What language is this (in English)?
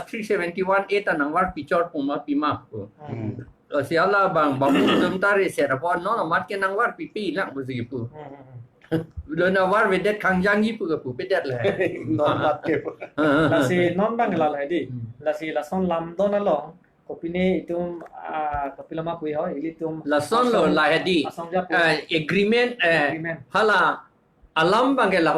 Karbi